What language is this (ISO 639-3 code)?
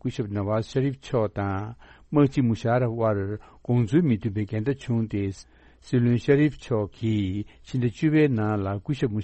bod